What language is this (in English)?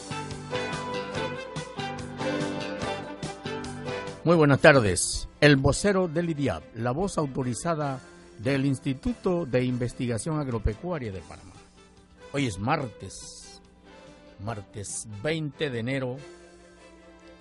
Spanish